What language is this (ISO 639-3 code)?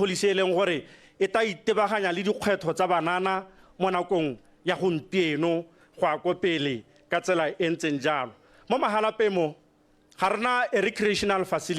tsn